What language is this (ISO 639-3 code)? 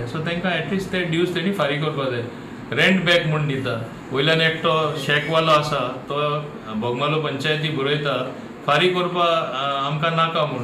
kok